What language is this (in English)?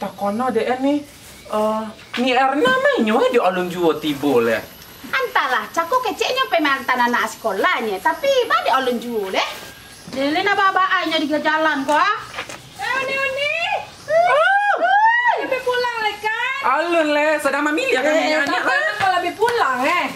Minangkabau